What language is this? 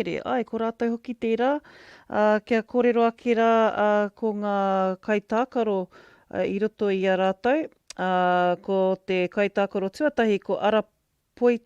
Māori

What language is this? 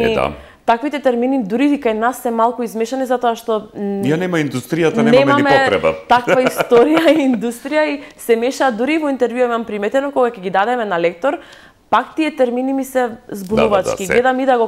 Macedonian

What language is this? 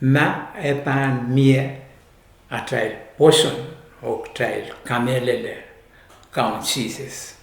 Pohnpeian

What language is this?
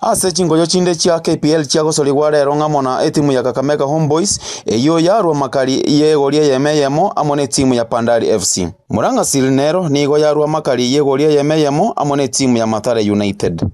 Gusii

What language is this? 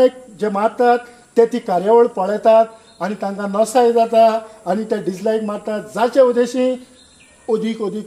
Konkani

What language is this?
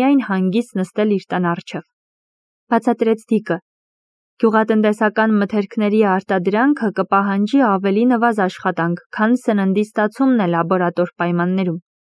Armenian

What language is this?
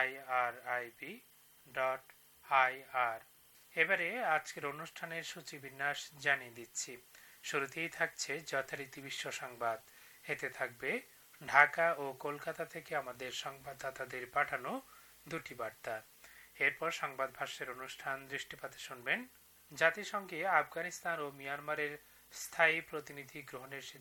Bangla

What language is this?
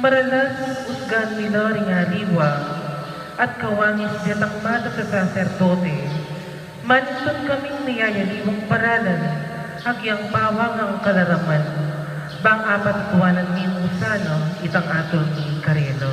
Pampanga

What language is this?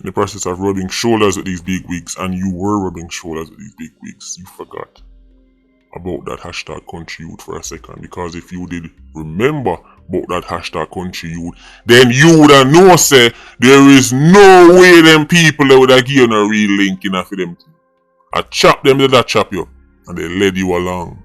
Jamaican Creole English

